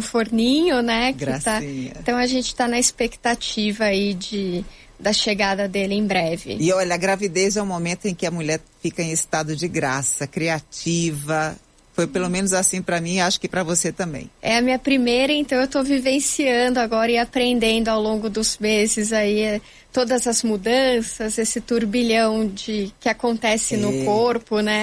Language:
Portuguese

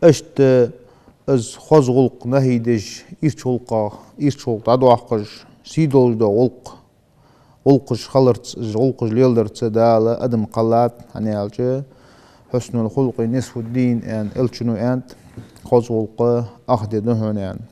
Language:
Ingush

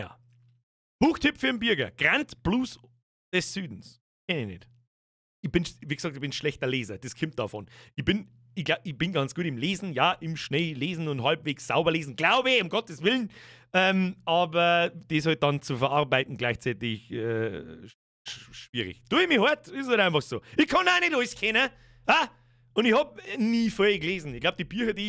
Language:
Bavarian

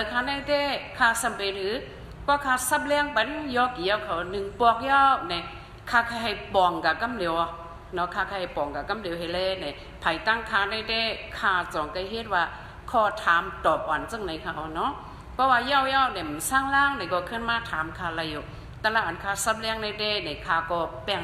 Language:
Shan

